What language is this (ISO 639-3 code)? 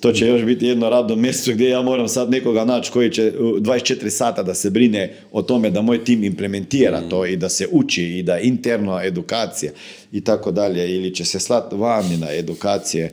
hrv